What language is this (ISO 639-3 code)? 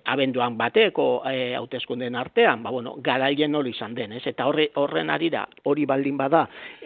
eus